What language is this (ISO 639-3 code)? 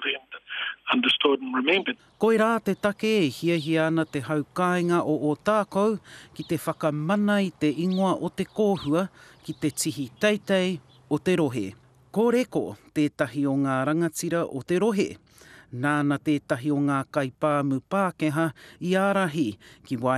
mri